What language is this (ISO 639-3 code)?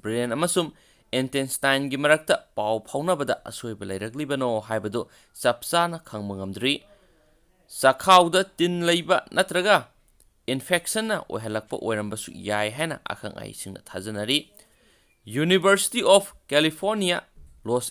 mni